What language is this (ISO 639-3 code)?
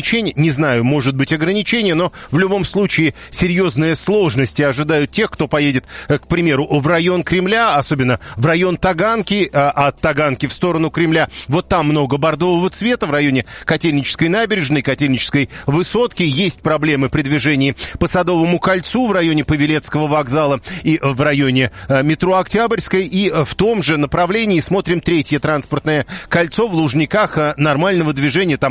rus